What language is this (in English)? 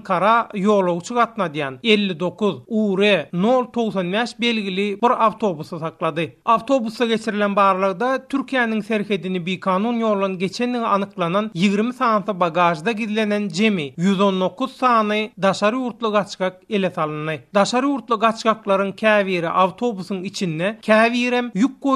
Turkmen